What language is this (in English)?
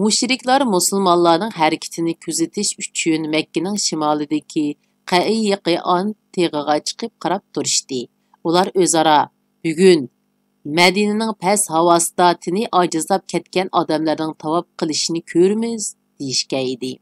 Uyghur